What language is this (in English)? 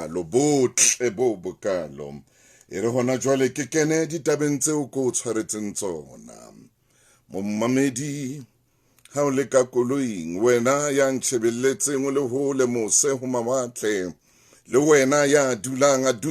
Southern Sotho